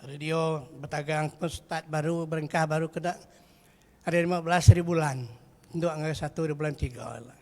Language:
Iban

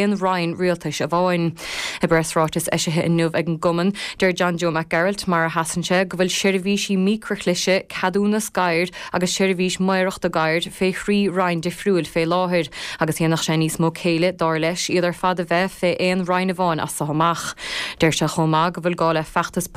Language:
Irish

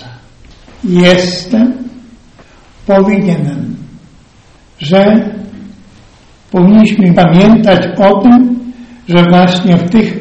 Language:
Polish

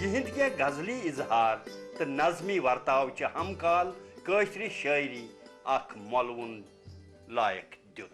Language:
Kashmiri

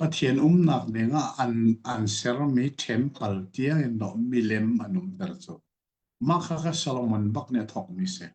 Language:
Hakha Chin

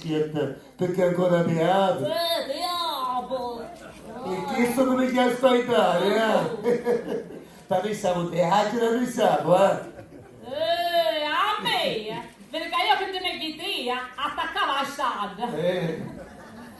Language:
Sicilian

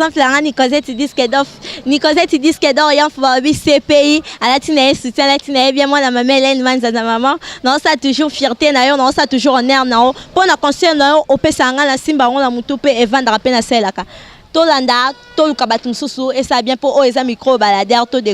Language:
Lingala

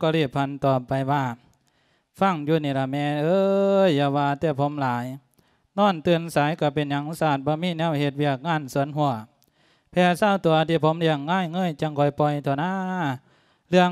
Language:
Lao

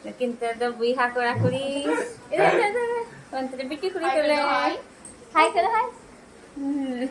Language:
Santali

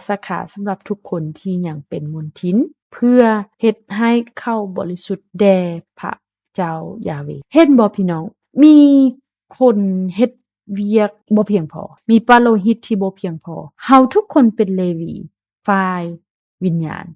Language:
Lao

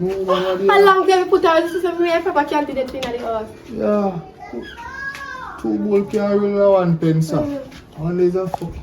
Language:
Jamaican Creole English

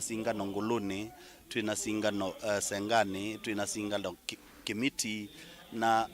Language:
Kamba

